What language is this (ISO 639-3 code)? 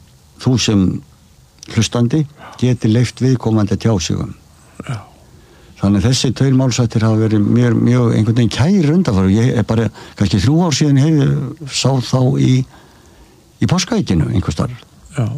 isl